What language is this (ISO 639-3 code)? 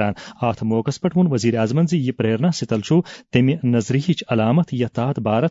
kas